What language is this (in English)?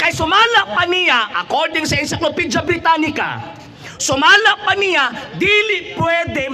Cebuano